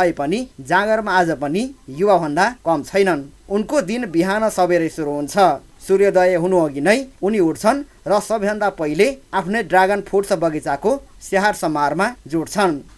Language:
Nepali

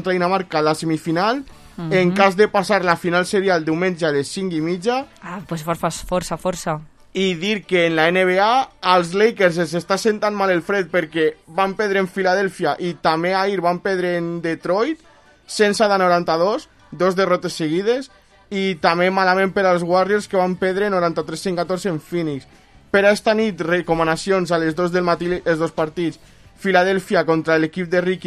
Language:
Catalan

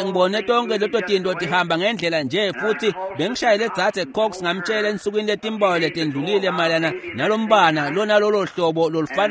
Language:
Swati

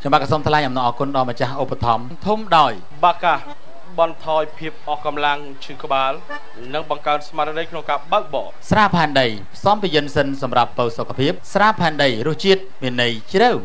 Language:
Khmer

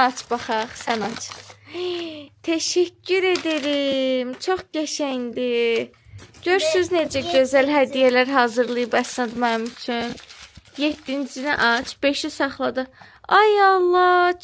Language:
Azerbaijani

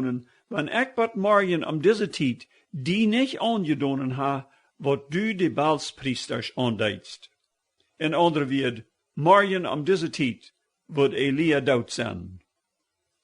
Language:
Plautdietsch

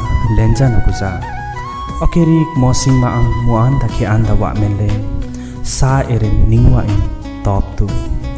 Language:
Limbu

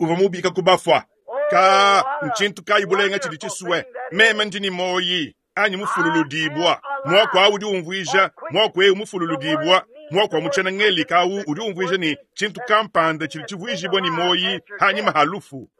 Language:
Luba-Lulua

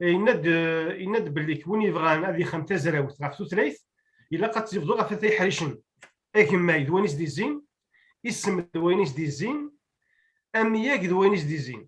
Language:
Kabyle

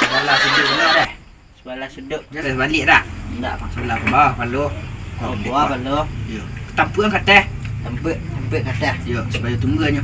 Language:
Minangkabau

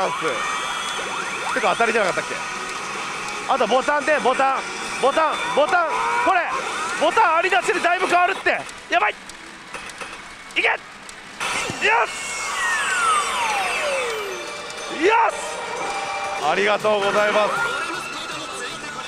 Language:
Japanese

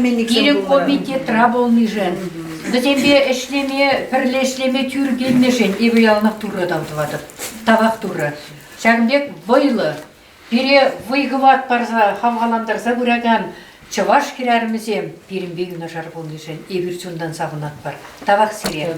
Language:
Chuvash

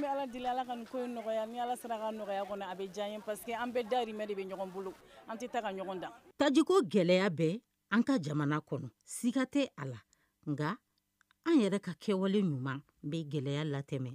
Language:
Bambara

